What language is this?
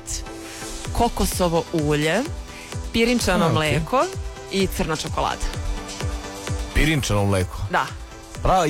Serbian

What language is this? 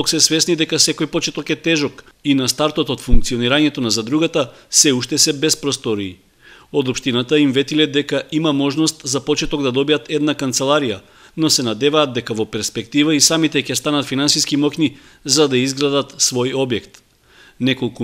Macedonian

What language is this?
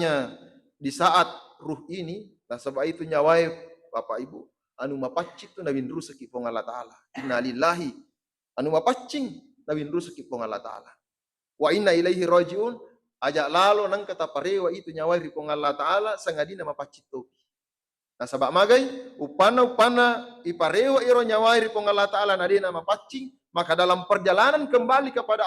Buginese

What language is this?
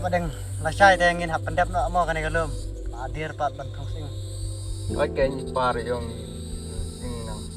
Khasi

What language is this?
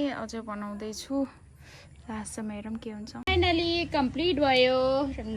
Nepali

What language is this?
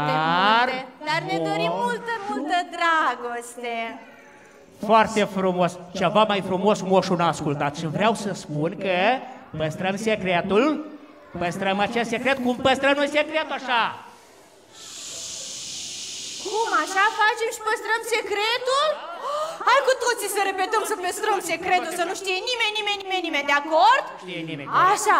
Romanian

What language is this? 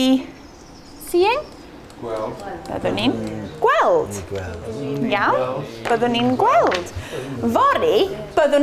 Welsh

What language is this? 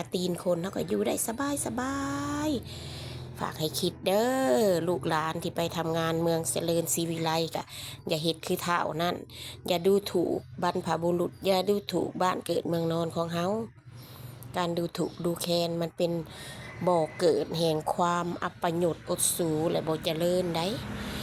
Lao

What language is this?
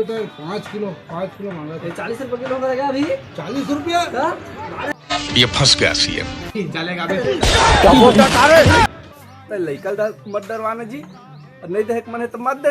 Chhattisgarhi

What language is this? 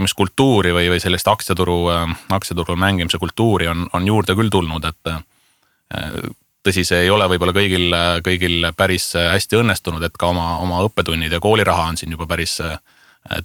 Estonian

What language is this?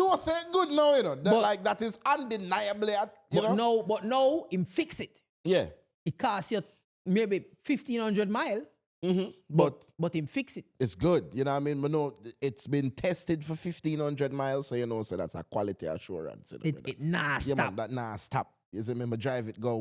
Jamaican Creole English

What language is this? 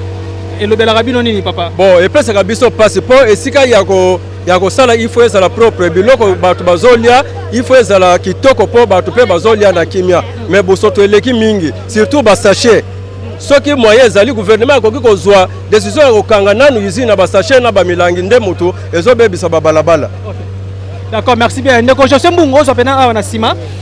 Lingala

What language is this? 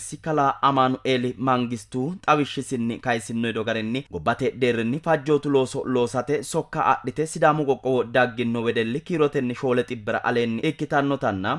Sidamo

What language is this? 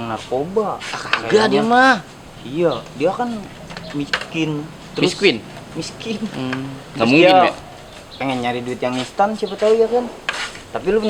Betawi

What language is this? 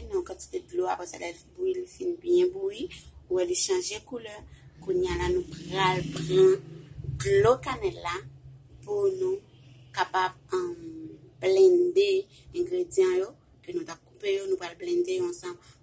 Haitian Creole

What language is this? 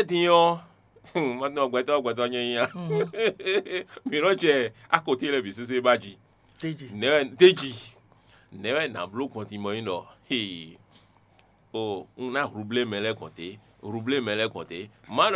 Fon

